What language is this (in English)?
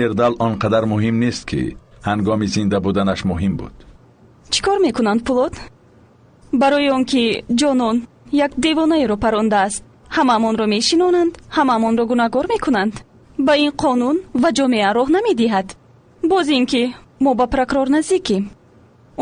Tajik